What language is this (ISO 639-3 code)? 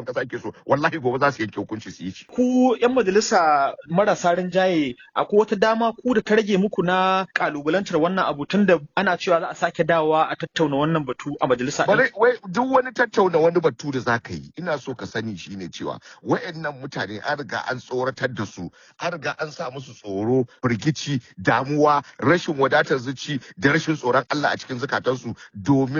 hau